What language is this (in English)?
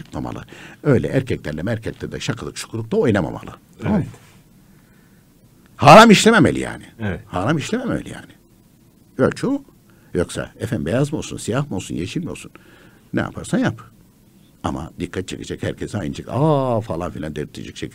Turkish